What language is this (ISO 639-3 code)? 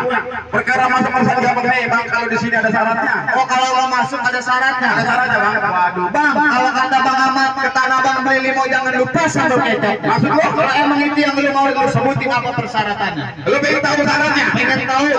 bew